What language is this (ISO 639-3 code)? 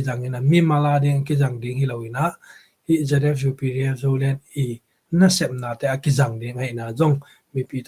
ctd